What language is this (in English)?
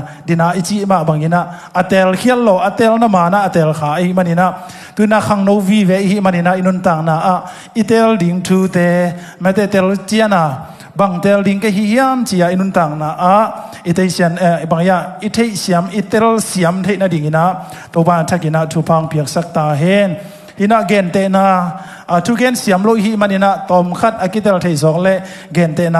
Tedim Chin